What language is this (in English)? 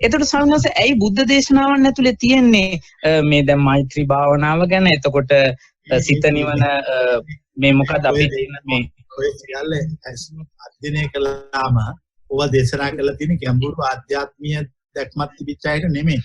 Sinhala